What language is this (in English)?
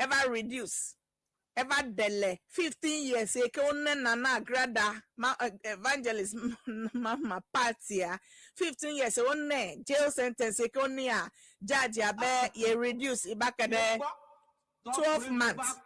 Ewe